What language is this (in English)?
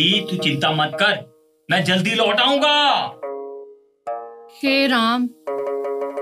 Hindi